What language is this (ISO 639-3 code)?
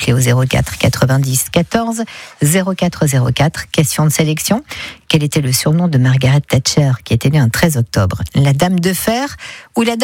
fra